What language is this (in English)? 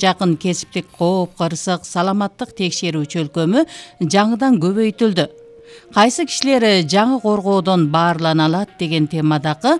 Kyrgyz